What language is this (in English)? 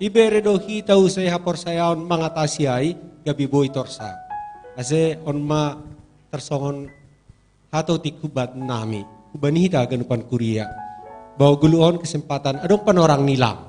Batak Simalungun